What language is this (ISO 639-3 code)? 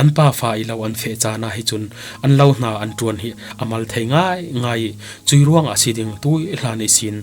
cfm